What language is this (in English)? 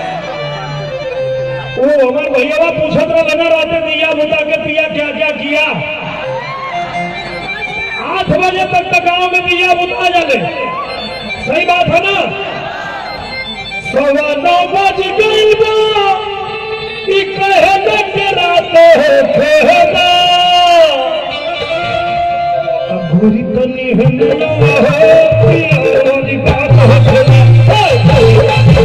Bhojpuri